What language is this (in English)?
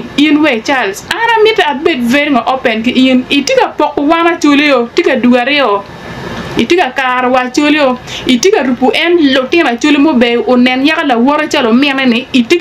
Acoli